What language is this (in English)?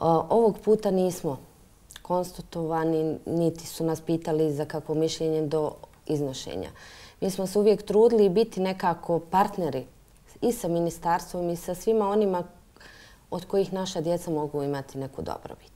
Bosnian